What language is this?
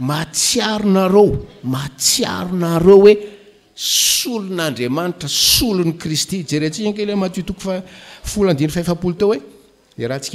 Malagasy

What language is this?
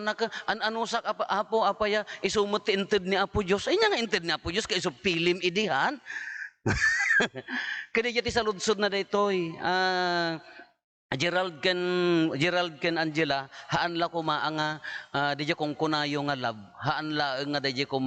Iloko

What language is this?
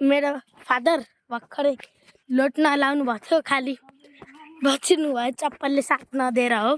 Nepali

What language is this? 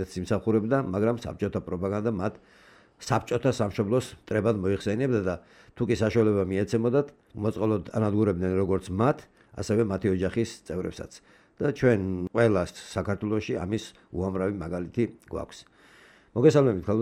Georgian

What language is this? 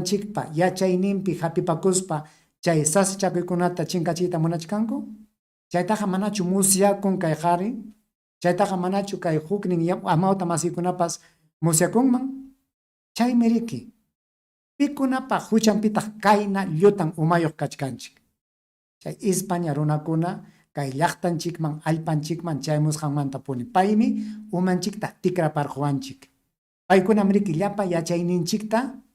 Ayacucho Quechua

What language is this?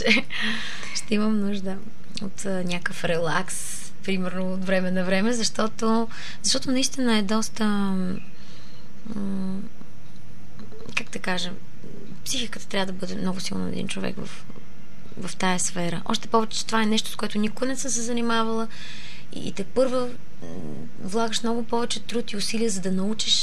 Bulgarian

